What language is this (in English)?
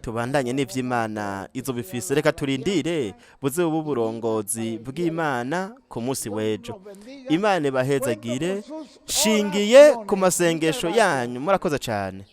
Rundi